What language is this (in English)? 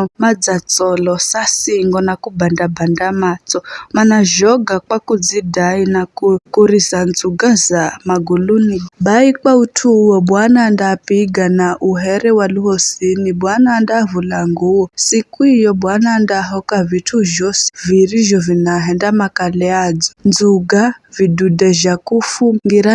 Giryama